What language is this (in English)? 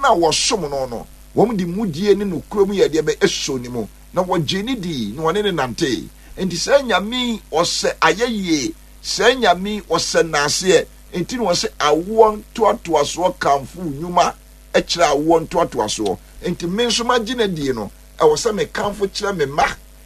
Akan